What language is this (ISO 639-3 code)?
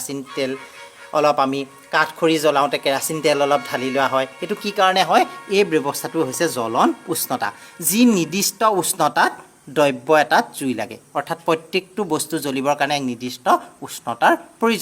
asm